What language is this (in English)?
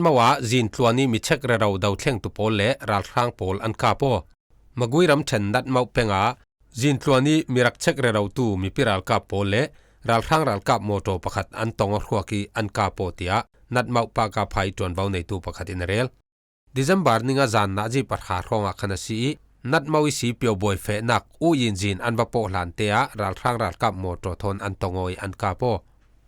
Falam Chin